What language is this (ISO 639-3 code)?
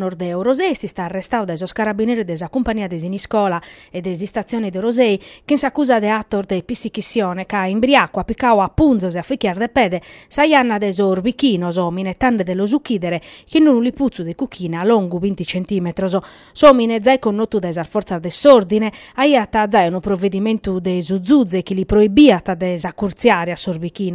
srd